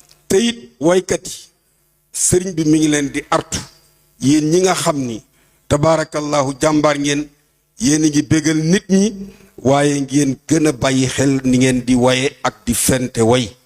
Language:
Wolof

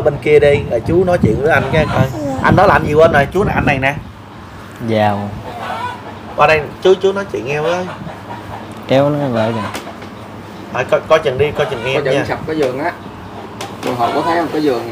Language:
Vietnamese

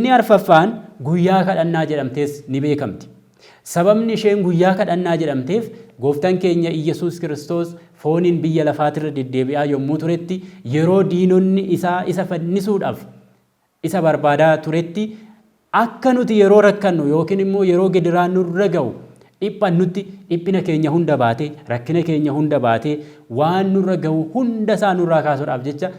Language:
Oromo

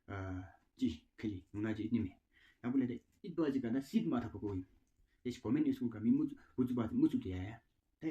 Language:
Tawang Monpa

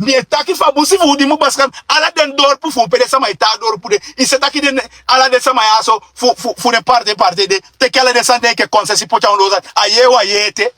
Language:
Sranan Tongo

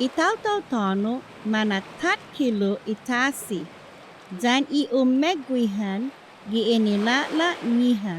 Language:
Chamorro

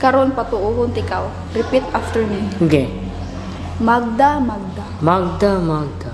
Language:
Cebuano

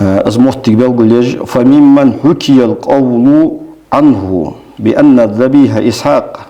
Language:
Ingush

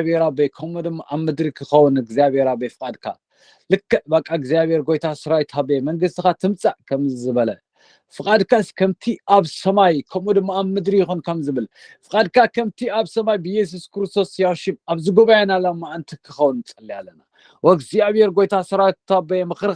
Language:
Tigrinya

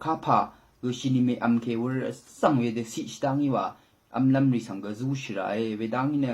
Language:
Rawang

